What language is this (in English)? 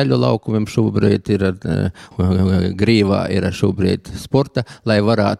Latvian